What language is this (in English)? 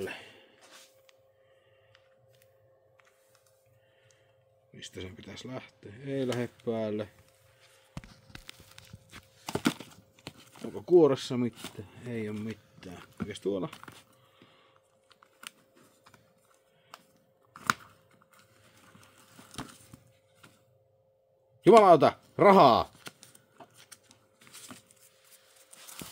Finnish